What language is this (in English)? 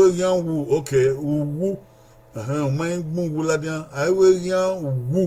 Bini